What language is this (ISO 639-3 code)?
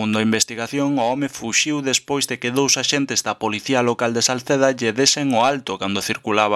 glg